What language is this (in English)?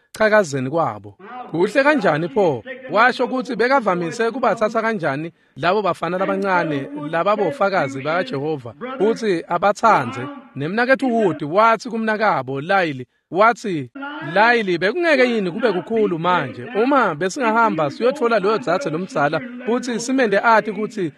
Swati